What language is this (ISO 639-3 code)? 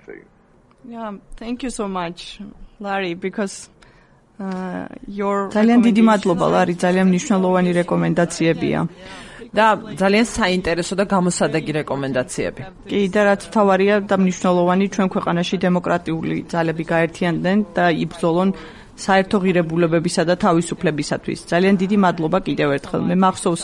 kat